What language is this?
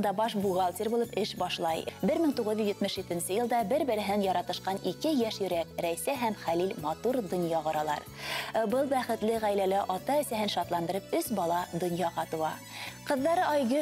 Bashkir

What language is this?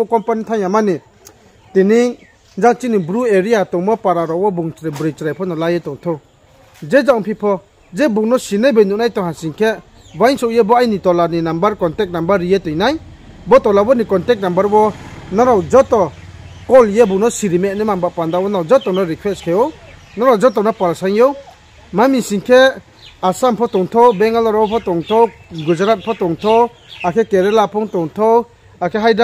Riang (India)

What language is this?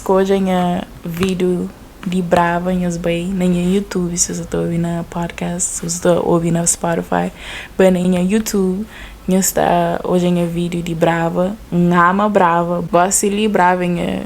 Kabuverdianu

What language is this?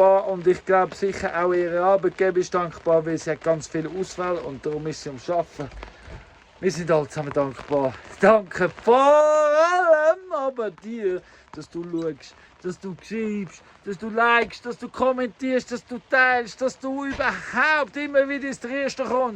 Swiss German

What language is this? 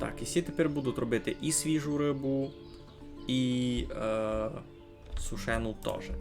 Rusyn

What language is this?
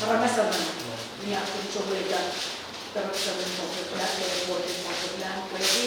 Pohnpeian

